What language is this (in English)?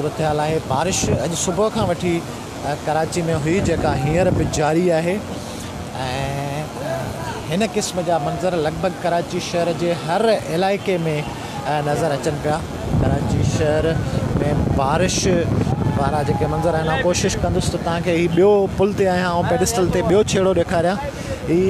Sindhi